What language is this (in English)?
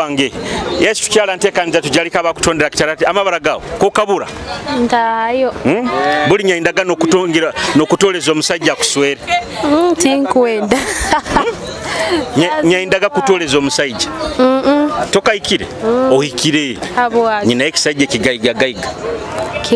Nyoro